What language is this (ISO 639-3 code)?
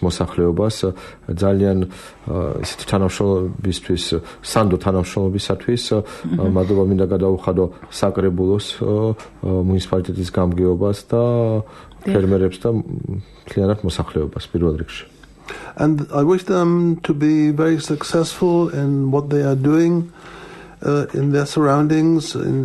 kat